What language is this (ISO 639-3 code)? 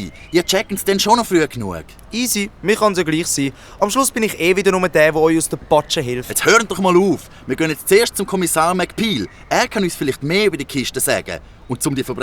gsw